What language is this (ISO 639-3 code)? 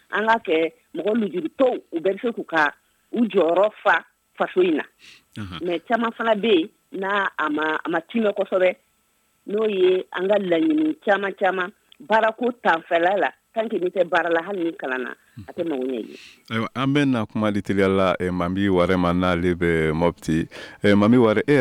bam